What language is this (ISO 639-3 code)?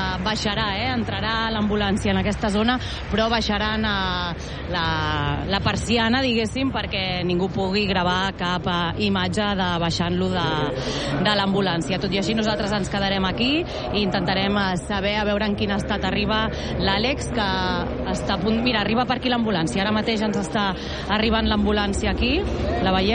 cat